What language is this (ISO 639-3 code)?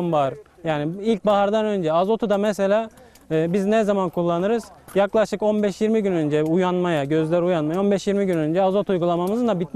tur